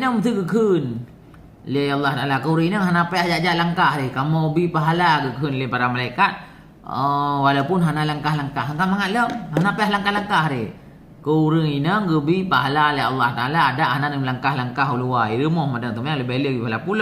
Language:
Achinese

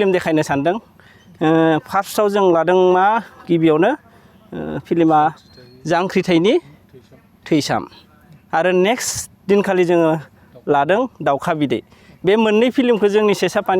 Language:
Bodo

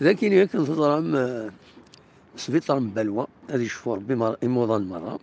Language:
Kabyle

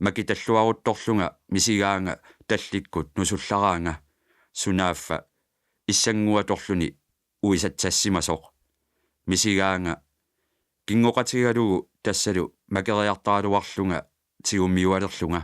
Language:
Kalaallisut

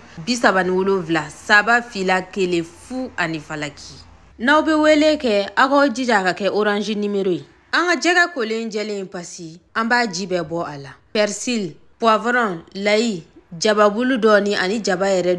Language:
Bambara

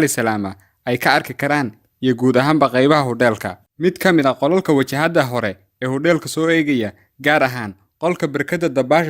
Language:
Somali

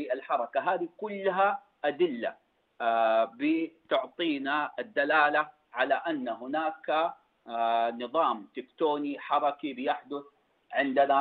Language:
Najdi Arabic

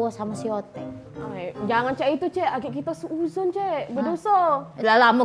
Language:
Musi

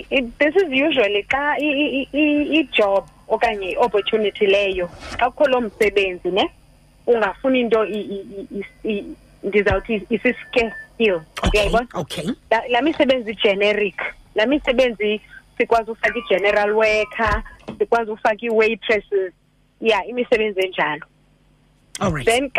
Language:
Xhosa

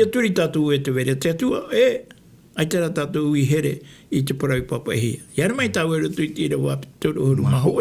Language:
Tahitian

